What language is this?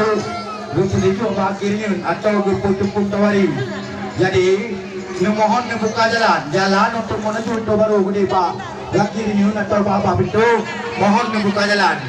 Achinese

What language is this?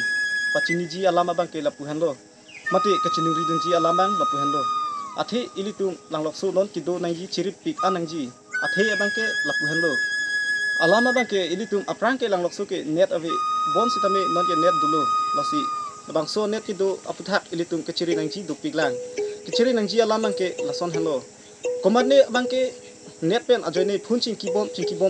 Karbi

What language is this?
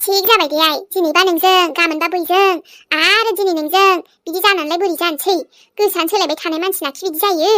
Bodo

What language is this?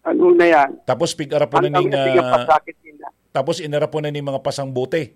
Bikol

